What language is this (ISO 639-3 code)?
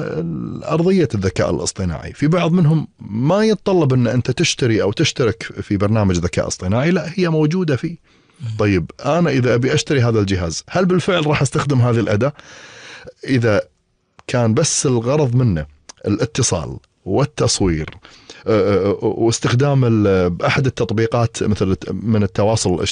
afb